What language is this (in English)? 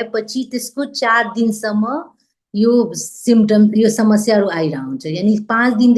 Nepali